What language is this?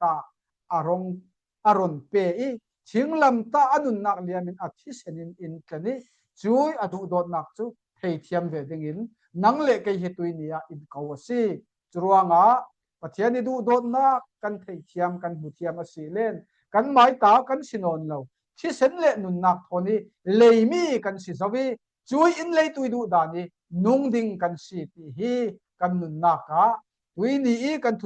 Falam Chin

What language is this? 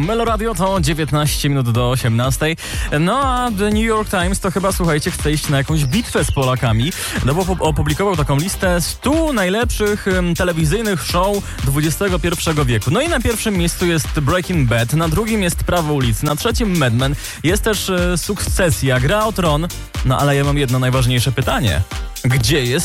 Polish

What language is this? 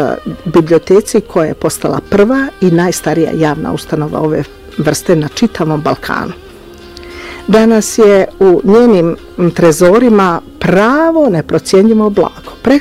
Bosnian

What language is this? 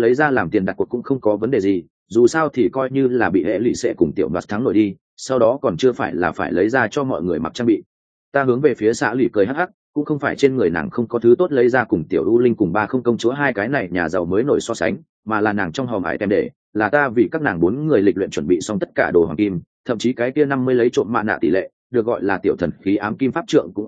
Vietnamese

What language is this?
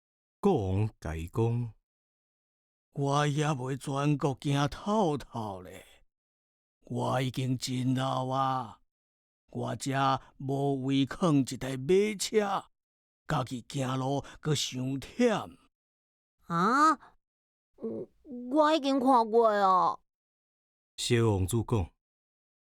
Min Nan Chinese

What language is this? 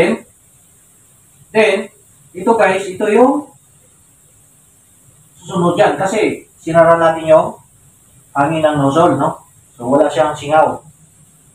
Filipino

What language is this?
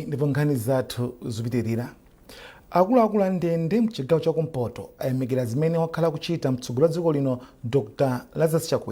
Nyanja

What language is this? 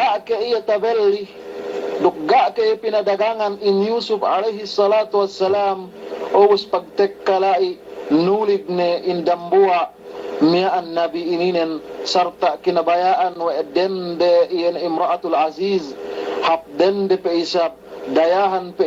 Yakan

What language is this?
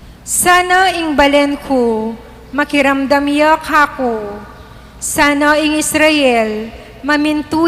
Pampanga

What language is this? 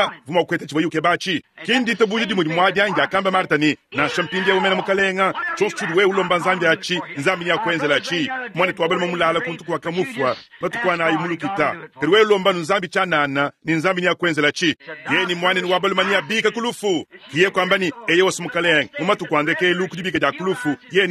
Luba-Lulua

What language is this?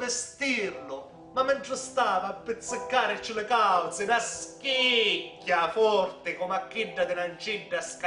Sicilian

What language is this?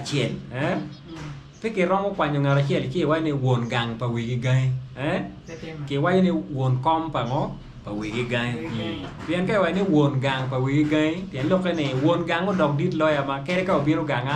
Acoli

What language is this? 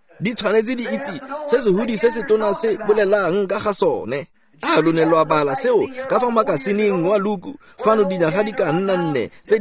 Tswana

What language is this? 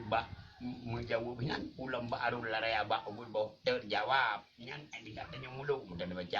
Achinese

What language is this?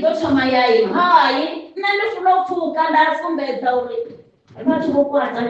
Venda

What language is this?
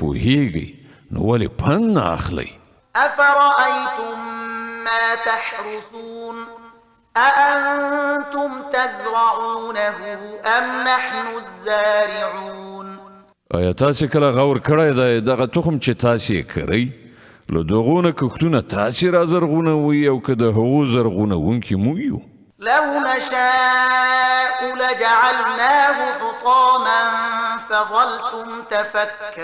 Pashto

